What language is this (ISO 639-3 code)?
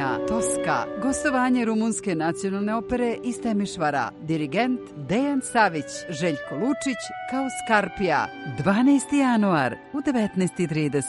srp